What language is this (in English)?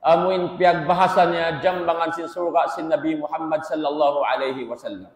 Tausug